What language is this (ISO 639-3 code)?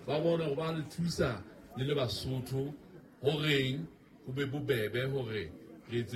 sot